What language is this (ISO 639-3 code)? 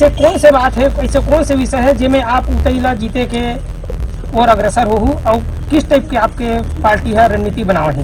hne